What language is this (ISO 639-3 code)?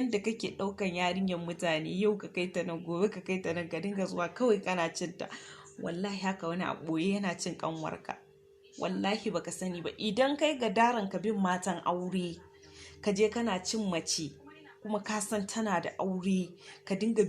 hau